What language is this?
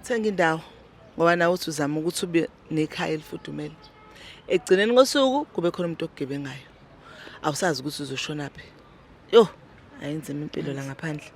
Zulu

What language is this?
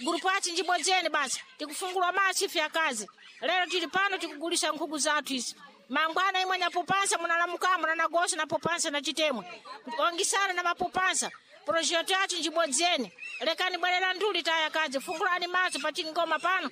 Sena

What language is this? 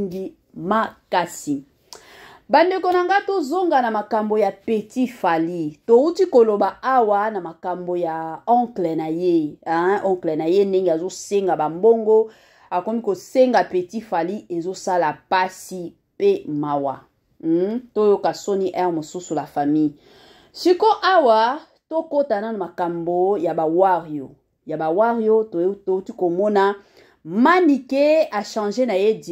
Lingala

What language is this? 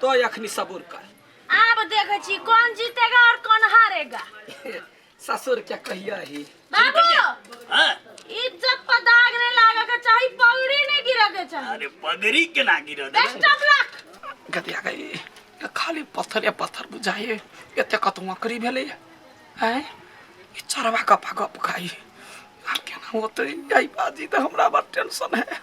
Maithili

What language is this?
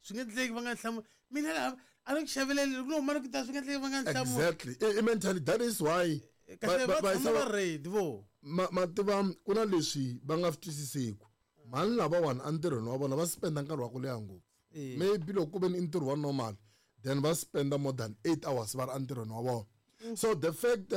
Tsonga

